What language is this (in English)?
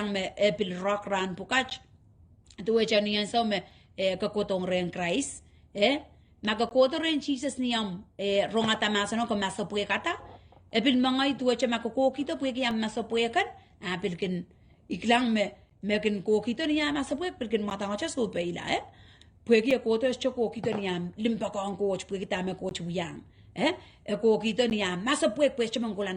Pohnpeian